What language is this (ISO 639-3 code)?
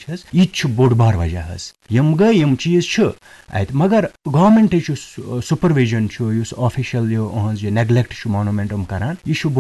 kas